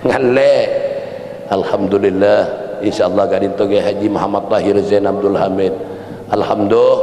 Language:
Madurese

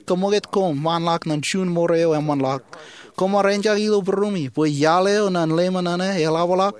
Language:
Marshallese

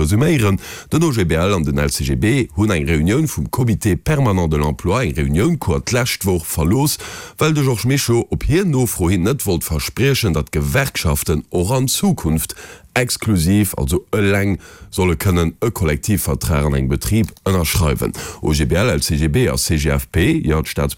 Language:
Luxembourgish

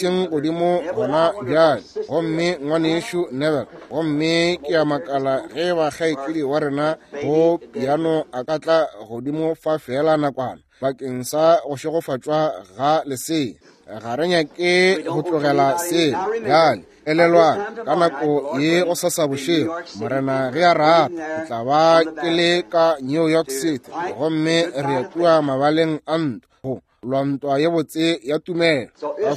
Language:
Northern Sotho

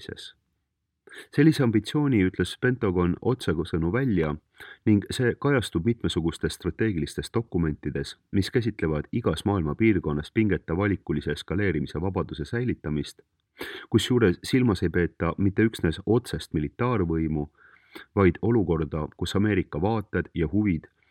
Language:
Estonian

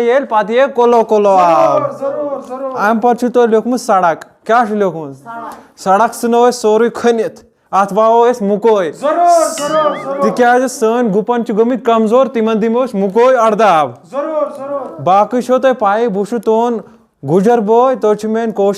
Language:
Kashmiri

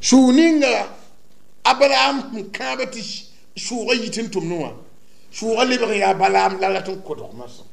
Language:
Mossi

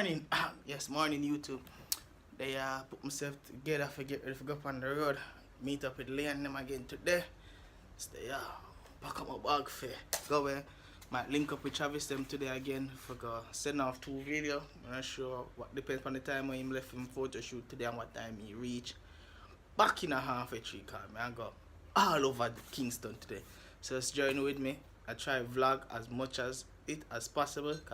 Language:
Jamaican Creole English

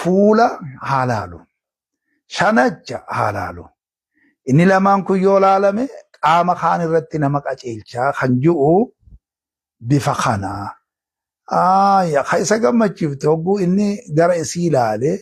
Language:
Oromo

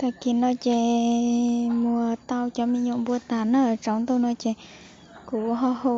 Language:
Hmong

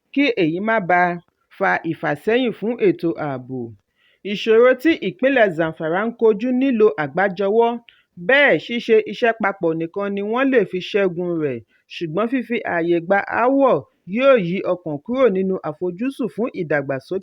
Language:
Yoruba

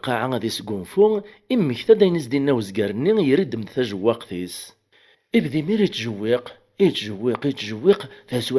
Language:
Kabyle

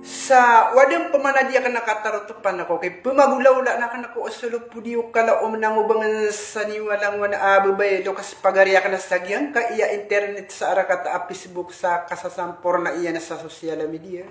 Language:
Maranao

